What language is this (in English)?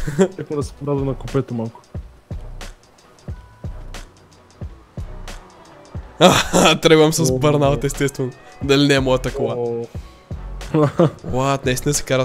Bulgarian